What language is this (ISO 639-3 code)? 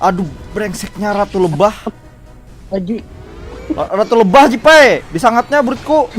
bjn